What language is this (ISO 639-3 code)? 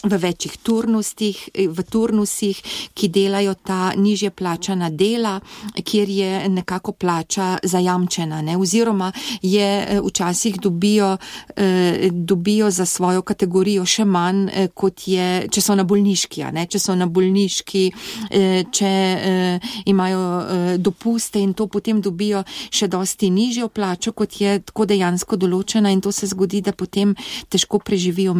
slv